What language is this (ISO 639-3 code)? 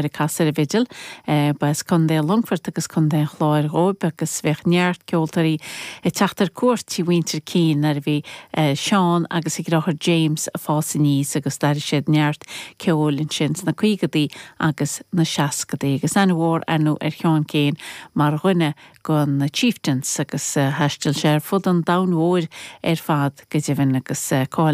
gle